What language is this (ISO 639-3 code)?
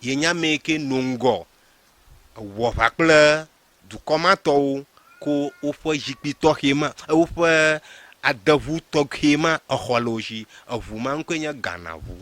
ewe